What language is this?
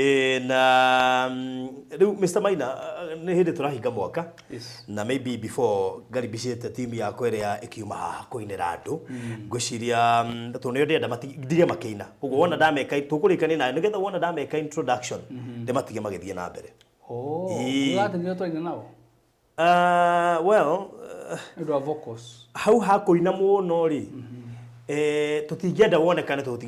Kikuyu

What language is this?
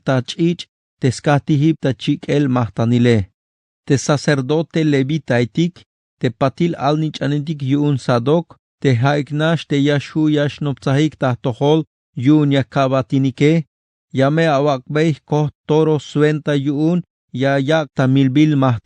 Tzeltal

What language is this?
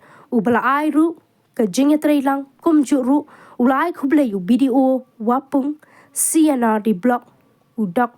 Khasi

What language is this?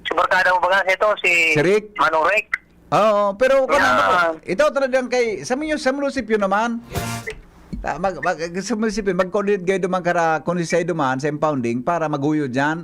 Bikol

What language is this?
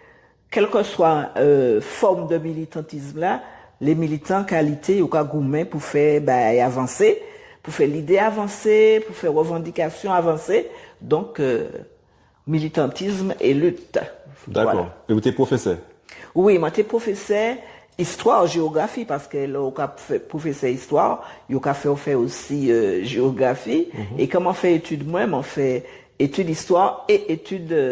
Guadeloupean Creole French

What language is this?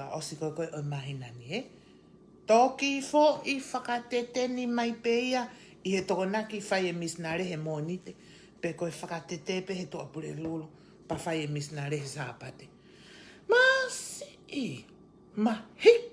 Tongan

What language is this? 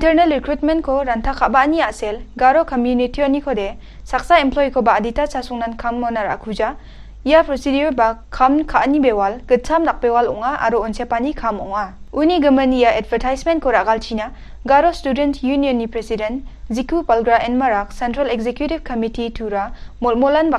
Garo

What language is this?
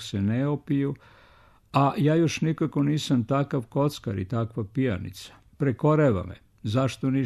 Serbian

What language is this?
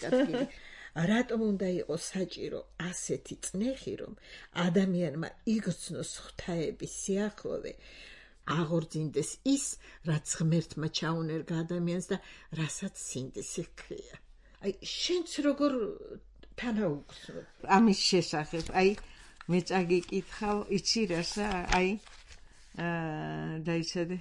Georgian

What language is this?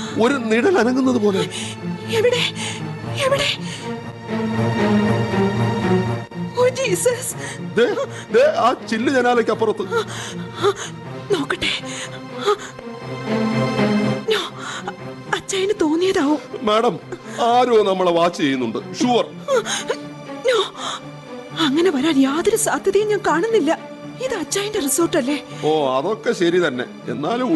Malayalam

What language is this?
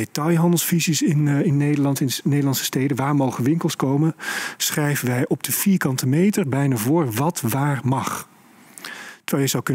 Dutch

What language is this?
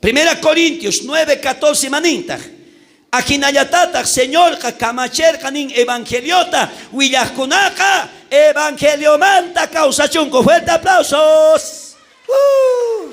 South Bolivian Quechua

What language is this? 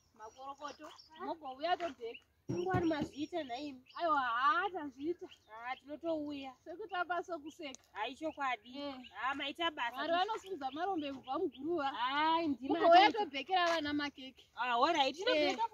Shona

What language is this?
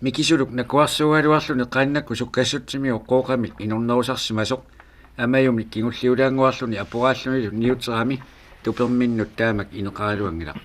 Kalaallisut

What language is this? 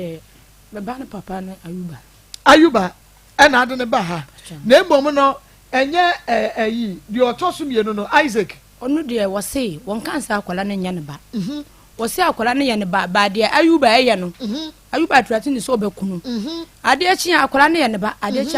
Akan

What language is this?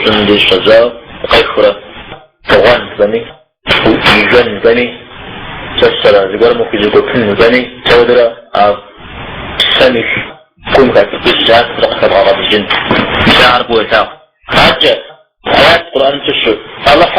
Kabardian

